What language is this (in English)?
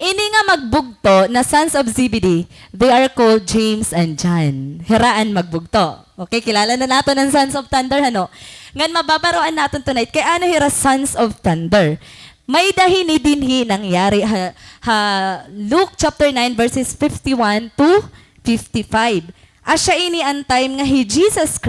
Waray